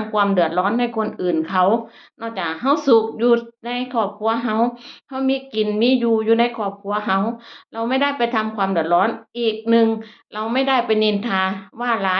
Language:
Northeastern Thai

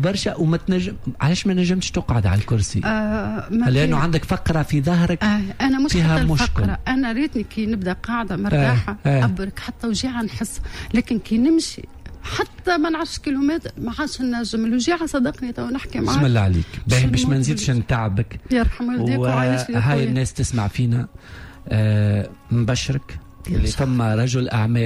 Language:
Tunisian Arabic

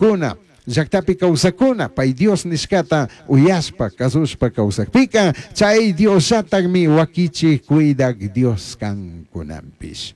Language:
Chimborazo Highland Quichua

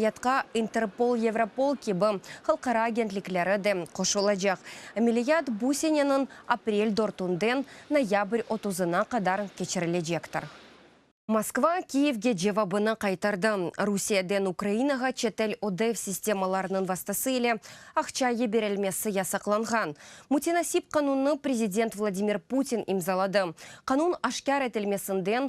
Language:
Crimean Tatar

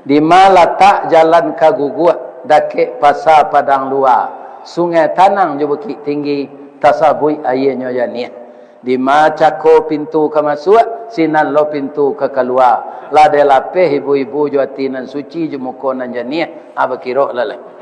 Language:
Minangkabau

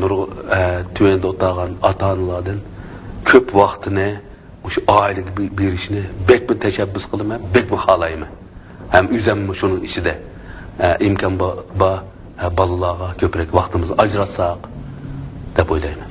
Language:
Uyghur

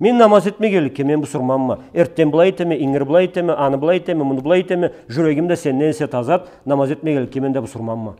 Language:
Karachay-Balkar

